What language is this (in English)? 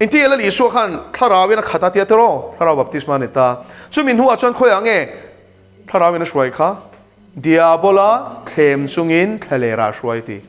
Mizo